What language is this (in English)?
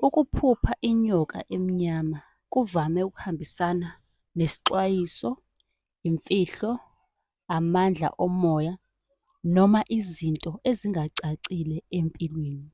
Zulu